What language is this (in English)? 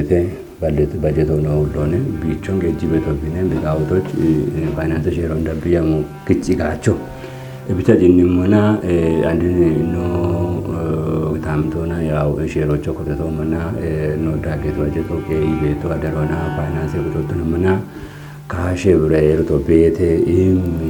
Kafa